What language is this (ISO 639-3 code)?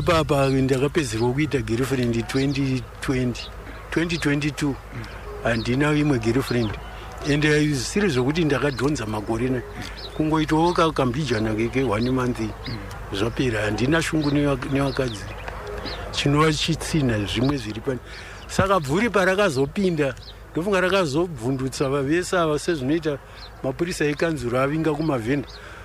sna